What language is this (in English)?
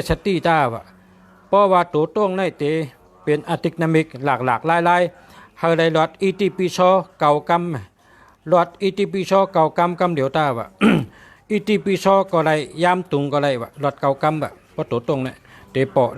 Shan